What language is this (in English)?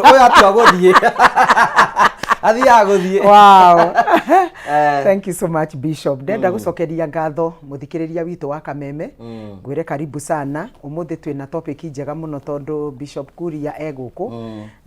Kikuyu